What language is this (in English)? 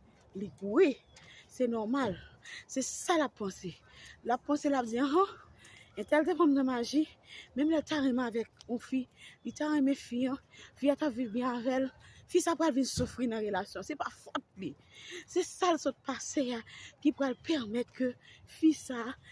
Haitian Creole